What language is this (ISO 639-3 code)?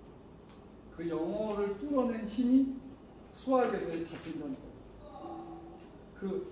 kor